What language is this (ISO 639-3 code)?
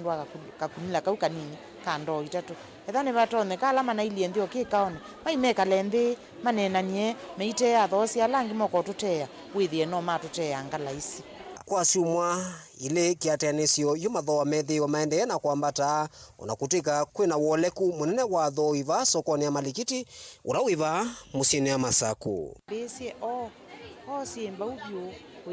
kam